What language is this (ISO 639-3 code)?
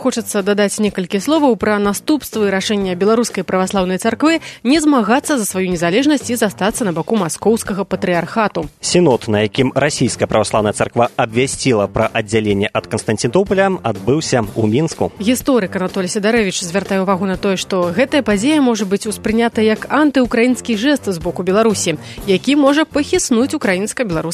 bel